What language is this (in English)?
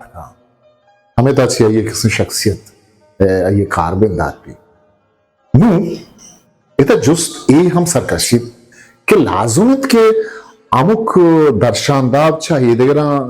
Eastern Balochi